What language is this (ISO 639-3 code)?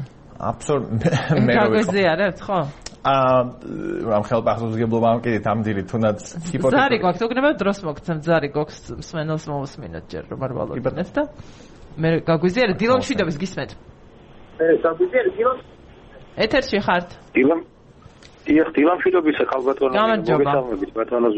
kat